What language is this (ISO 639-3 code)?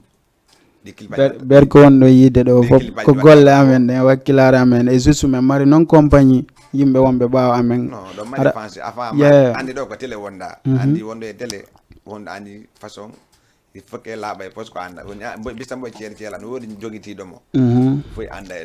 ful